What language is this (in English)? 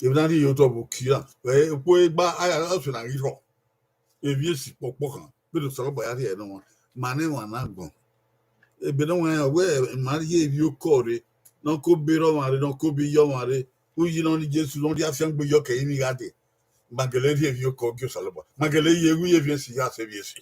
Bini